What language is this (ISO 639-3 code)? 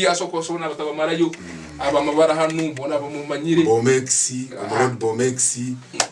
ttj